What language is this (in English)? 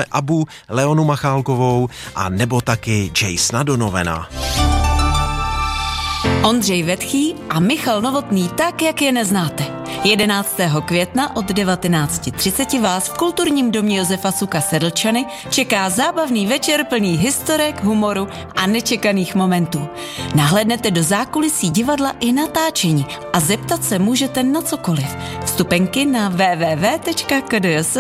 Czech